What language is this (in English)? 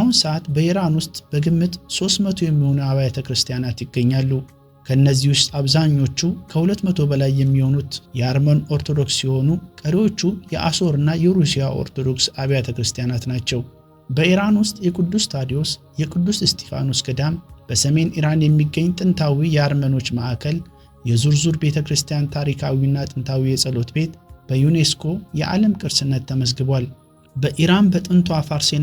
Amharic